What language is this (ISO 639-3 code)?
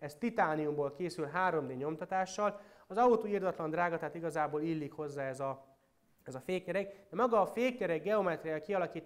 hun